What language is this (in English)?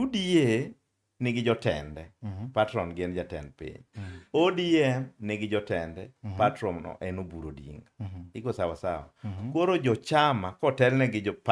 Luo (Kenya and Tanzania)